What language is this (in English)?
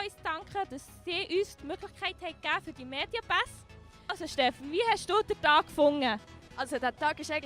Swiss German